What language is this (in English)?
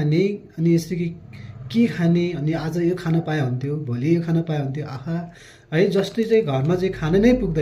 Nepali